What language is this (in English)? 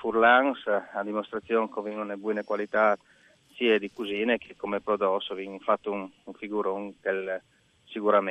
Friulian